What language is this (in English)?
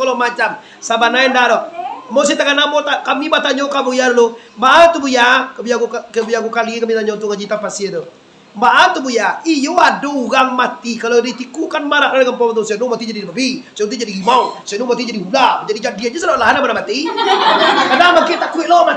Minangkabau